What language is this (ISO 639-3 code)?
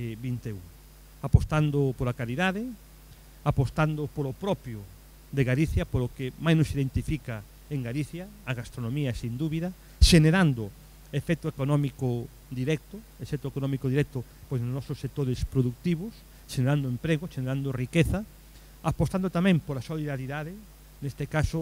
glg